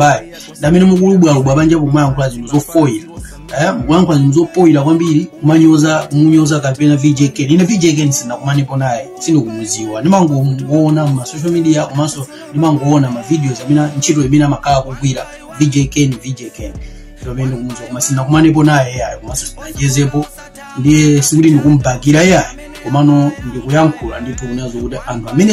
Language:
Nyanja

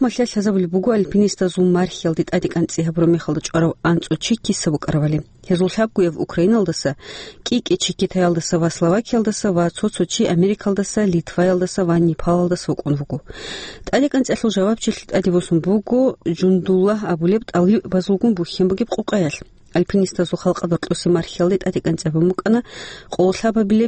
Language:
Avaric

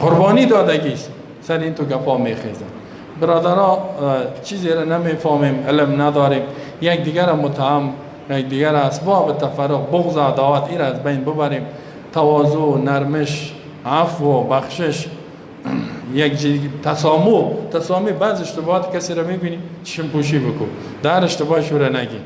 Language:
Persian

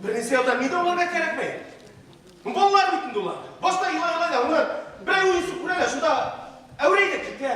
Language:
Bashkir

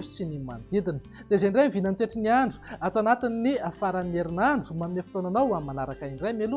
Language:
Malagasy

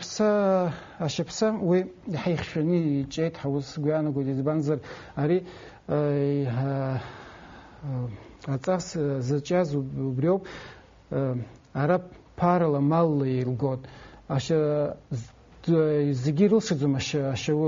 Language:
Abkhazian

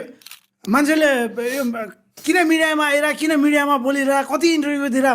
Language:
Nepali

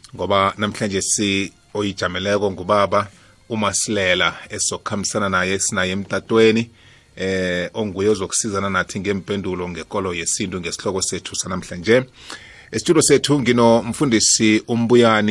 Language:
South Ndebele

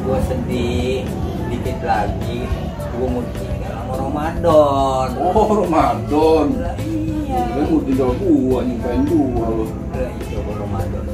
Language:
Betawi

